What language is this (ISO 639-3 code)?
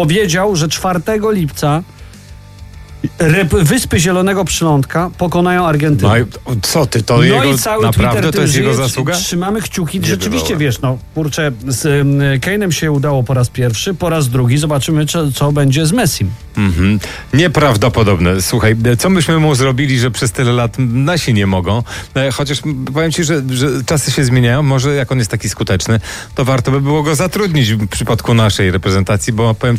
pol